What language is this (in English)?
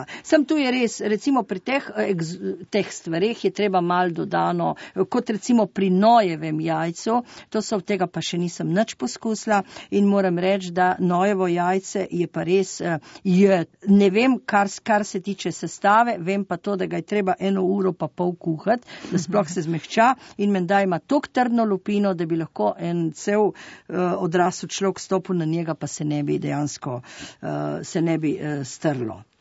Slovenian